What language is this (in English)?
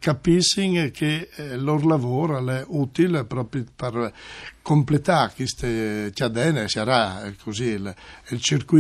Friulian